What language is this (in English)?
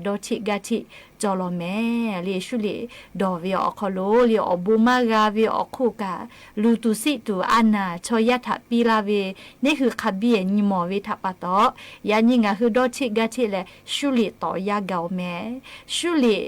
Lahu